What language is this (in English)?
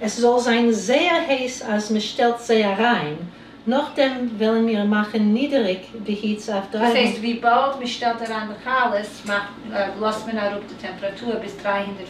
Yiddish